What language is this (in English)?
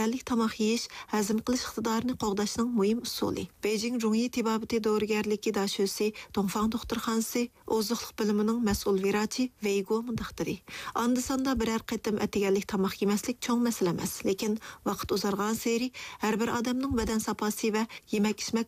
Uyghur